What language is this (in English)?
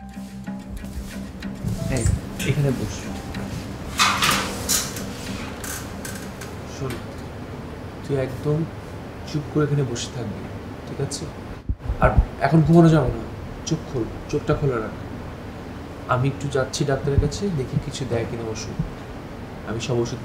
Bangla